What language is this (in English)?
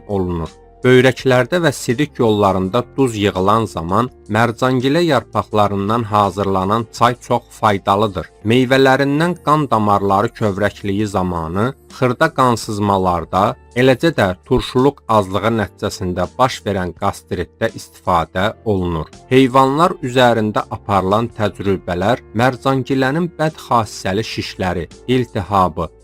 Azerbaijani